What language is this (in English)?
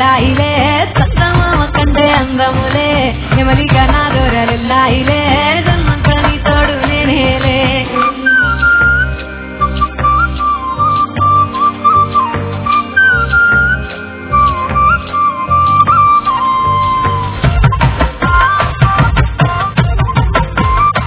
Telugu